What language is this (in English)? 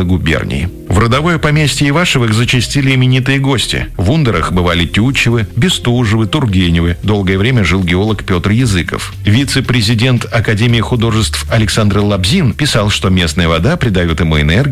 Russian